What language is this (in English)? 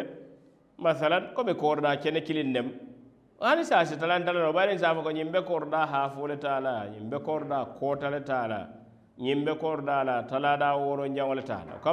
Mandingo